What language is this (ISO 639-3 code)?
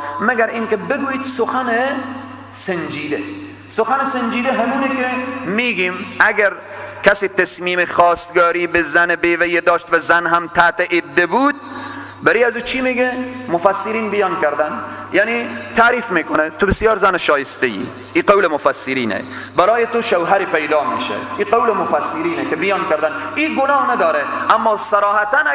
fas